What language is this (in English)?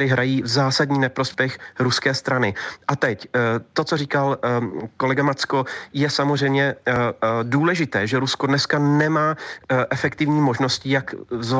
Czech